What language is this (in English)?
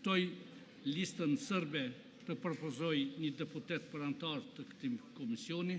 Albanian